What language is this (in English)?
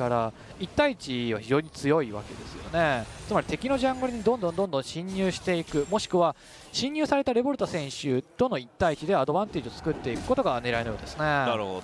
Japanese